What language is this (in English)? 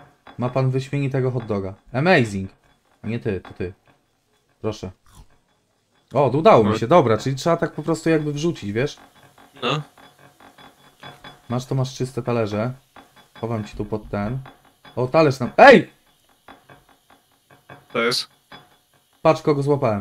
Polish